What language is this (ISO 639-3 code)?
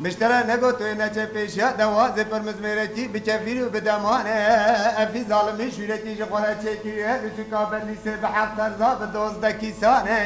kur